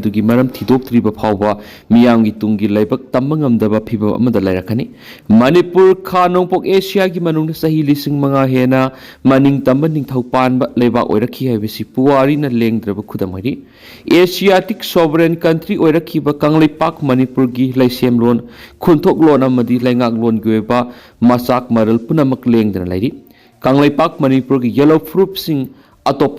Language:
Manipuri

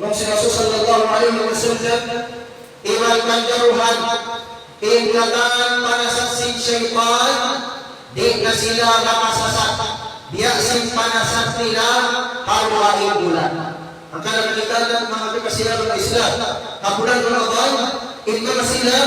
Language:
Tausug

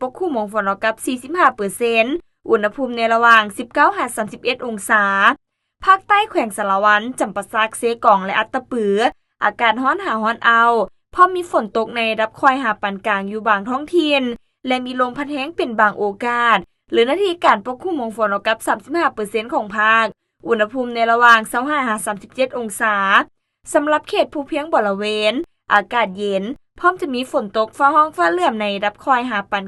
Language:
Lao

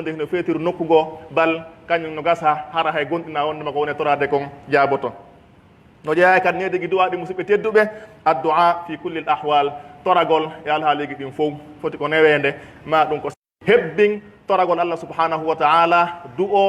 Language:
Pular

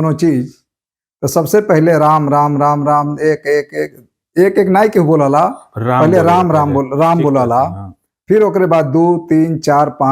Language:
Bhojpuri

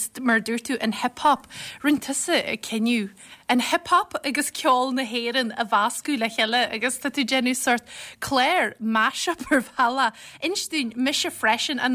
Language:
Irish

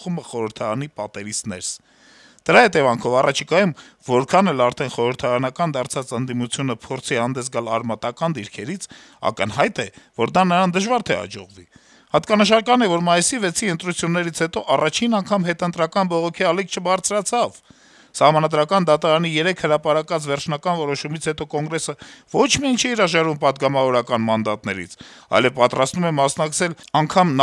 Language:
Armenian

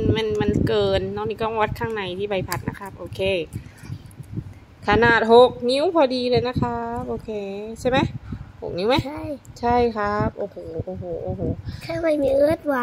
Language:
Thai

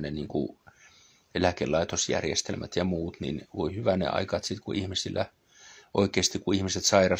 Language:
Finnish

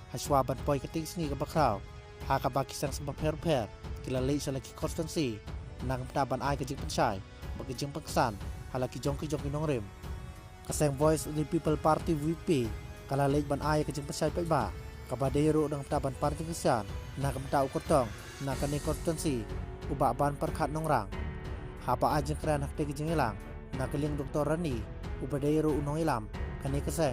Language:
Khasi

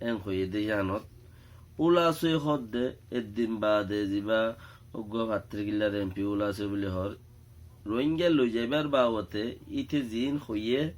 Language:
Rohingya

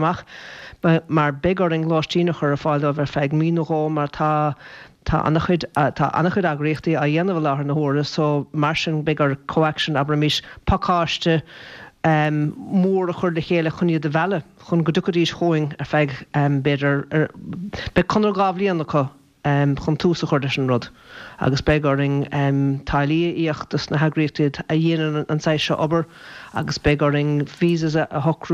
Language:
Irish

